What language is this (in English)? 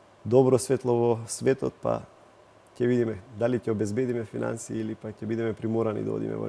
Macedonian